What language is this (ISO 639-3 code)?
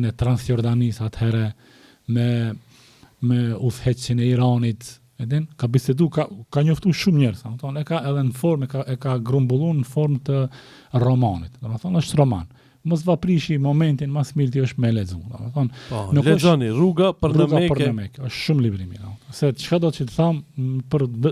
sqi